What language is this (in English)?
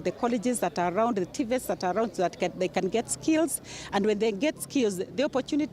Meru